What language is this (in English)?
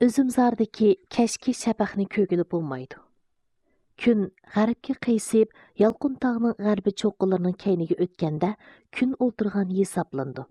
Uyghur